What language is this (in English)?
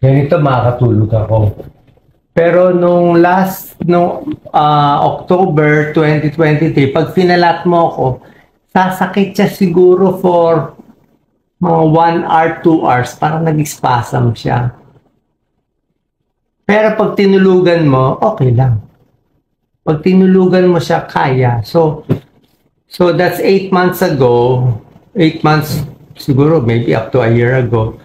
Filipino